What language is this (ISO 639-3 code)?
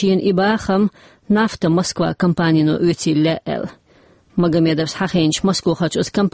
che